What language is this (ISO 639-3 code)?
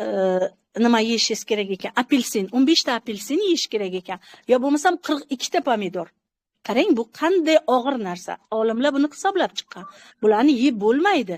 uzb